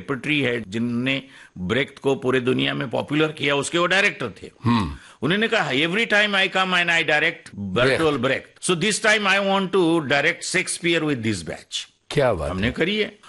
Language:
Hindi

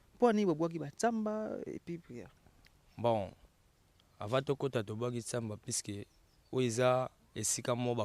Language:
Lingala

